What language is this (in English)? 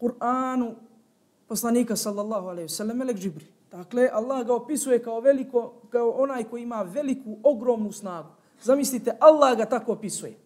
Bosnian